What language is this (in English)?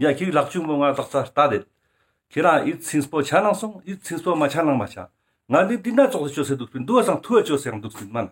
Ladakhi